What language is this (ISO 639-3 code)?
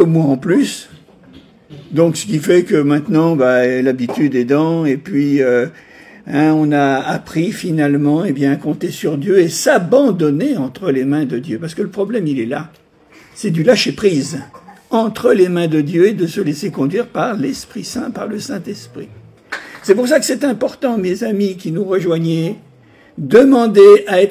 fra